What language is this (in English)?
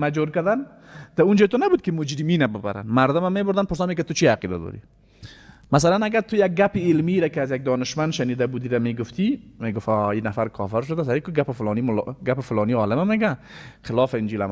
Persian